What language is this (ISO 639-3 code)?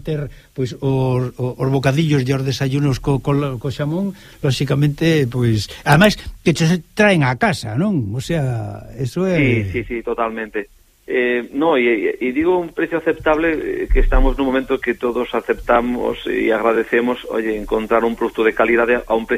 glg